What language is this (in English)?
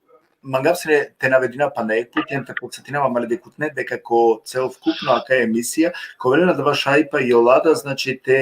Balkan Romani